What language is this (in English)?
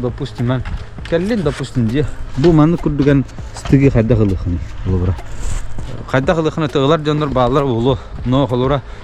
Yakut